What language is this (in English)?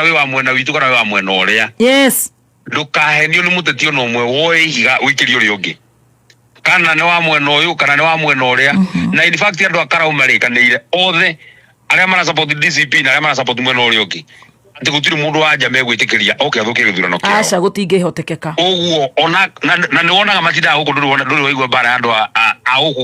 Kikuyu